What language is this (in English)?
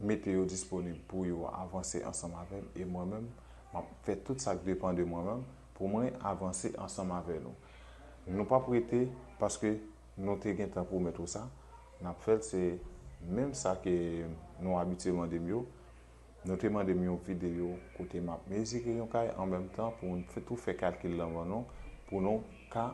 Haitian Creole